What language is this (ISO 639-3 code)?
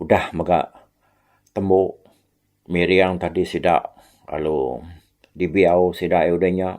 iba